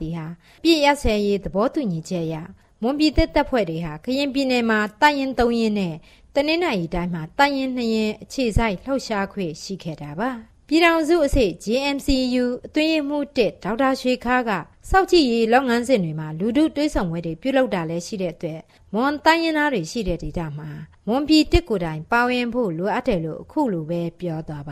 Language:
Burmese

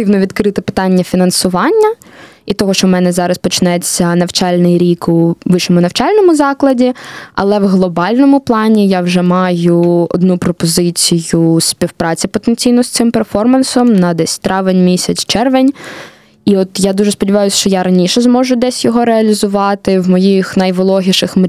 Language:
Ukrainian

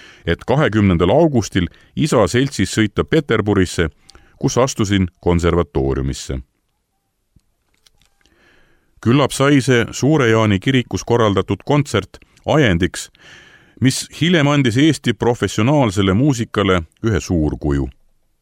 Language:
Estonian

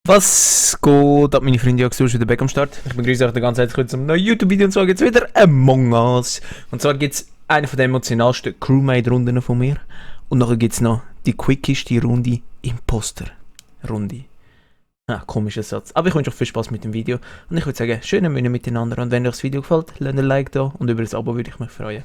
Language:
Swiss German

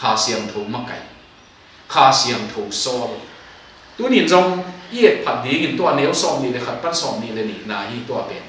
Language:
Tedim Chin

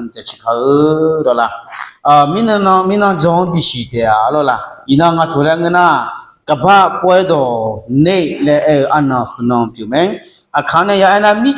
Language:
Akha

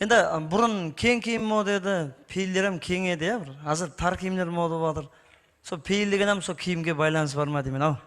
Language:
Kara-Kalpak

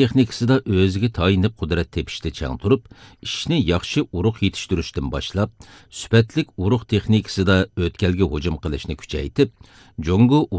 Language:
Uyghur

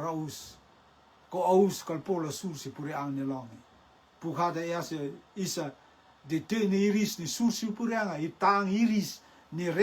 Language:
Rotuman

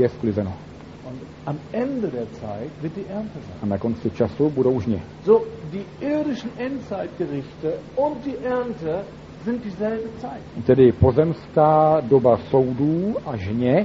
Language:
Czech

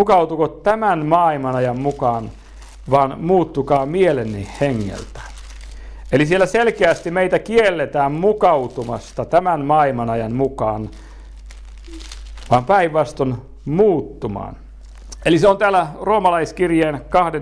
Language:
Finnish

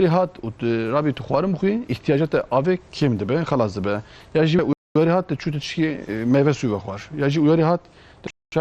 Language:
Kurdish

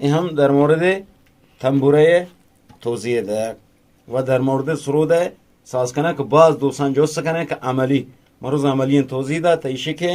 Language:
Eastern Balochi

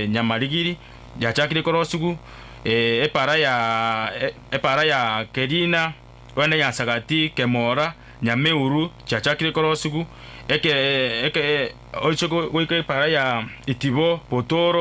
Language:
Gusii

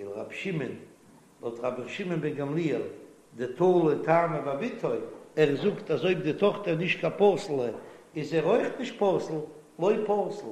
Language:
Yiddish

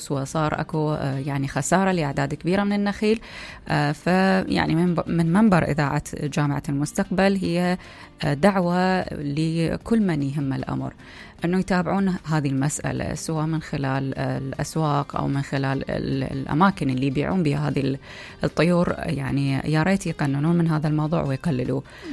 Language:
Mesopotamian Arabic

